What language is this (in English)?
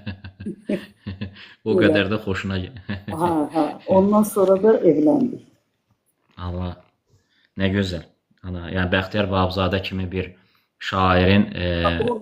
Azerbaijani